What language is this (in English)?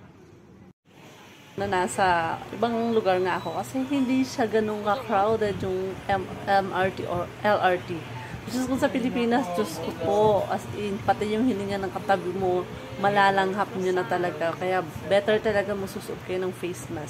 Filipino